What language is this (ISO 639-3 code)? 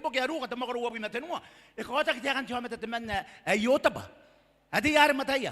gil